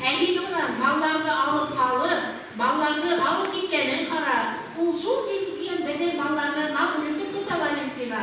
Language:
Bashkir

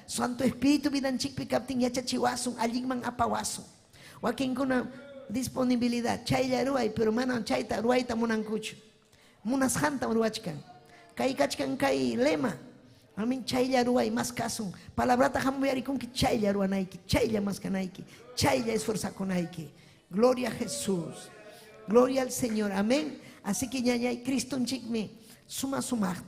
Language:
Ayacucho Quechua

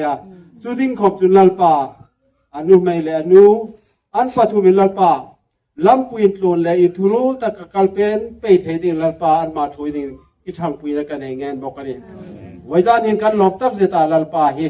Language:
Hmar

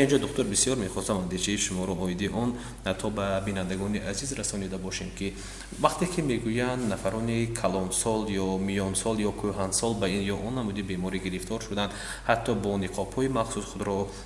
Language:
Tajik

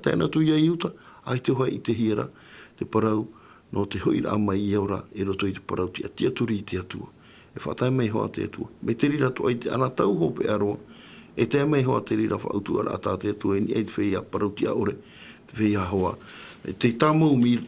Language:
Tahitian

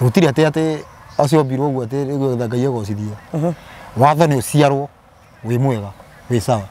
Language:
Kikuyu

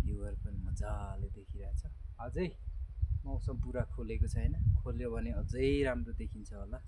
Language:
Nepali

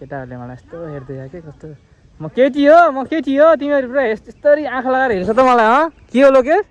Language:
Nepali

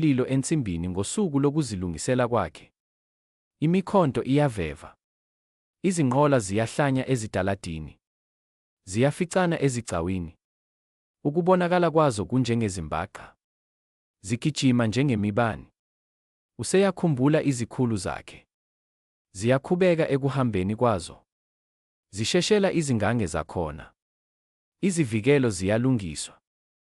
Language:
Zulu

